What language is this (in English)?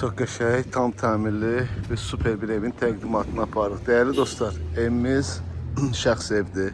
Azerbaijani